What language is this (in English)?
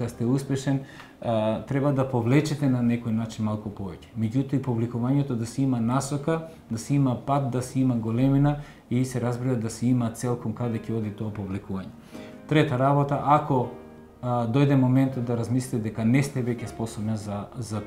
Macedonian